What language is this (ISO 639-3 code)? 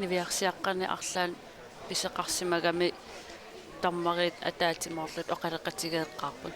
kal